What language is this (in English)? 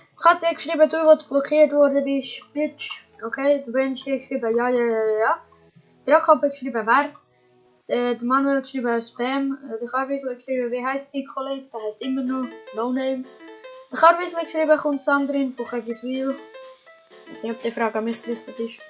Swiss German